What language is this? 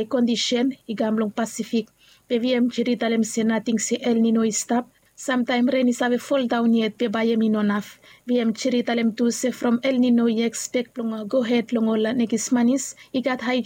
Bislama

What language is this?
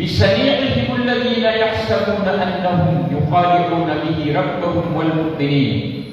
Maranao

